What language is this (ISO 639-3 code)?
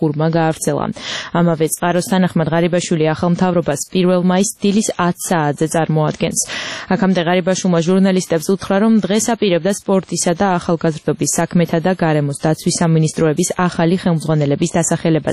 kat